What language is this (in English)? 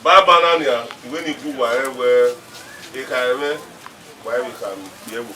Bini